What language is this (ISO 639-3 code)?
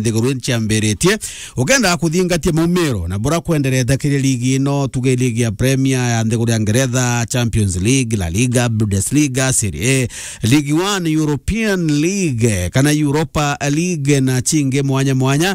mer